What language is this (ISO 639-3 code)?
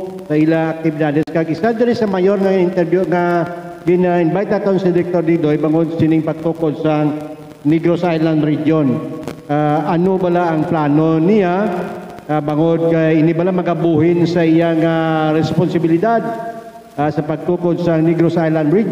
hil